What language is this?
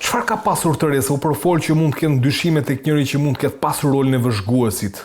Albanian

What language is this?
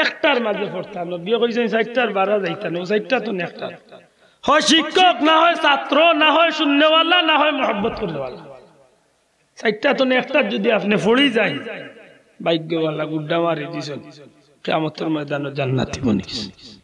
Sylheti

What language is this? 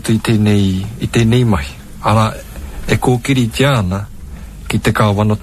Māori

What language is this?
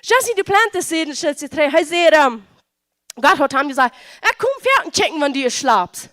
Plautdietsch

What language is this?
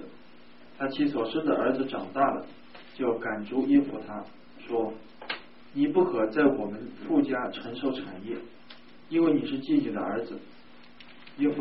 Chinese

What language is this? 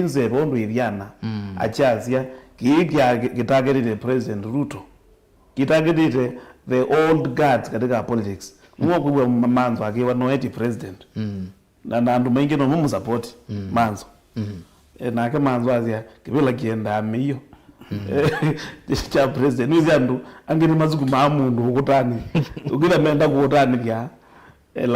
Kamba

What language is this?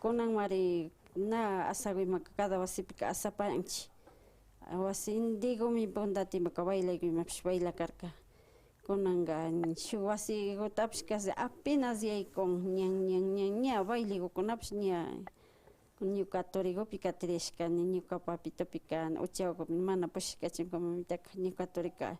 Imbabura Highland Quichua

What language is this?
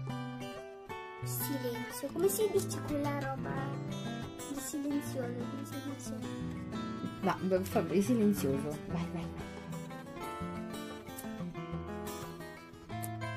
Italian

